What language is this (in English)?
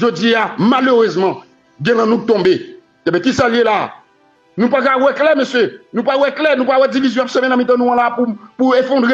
Haitian Creole